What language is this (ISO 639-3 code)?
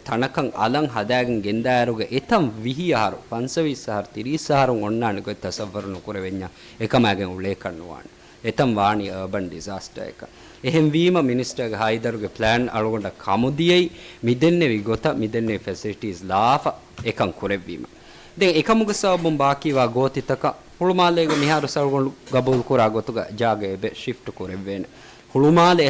div